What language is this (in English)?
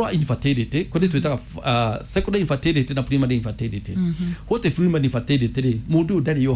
Kikuyu